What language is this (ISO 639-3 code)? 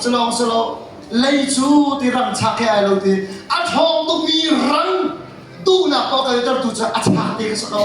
cnh